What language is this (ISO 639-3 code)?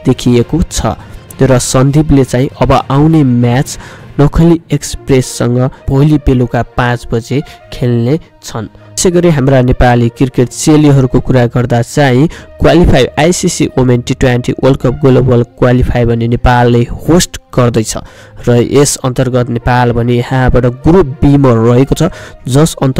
nep